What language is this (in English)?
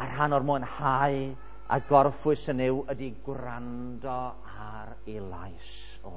Welsh